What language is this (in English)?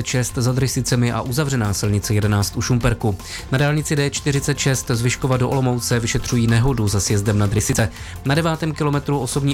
Czech